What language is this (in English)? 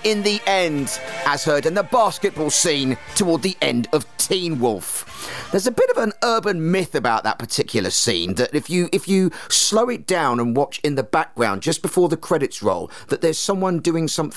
English